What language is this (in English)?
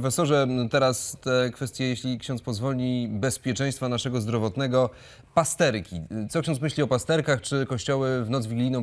Polish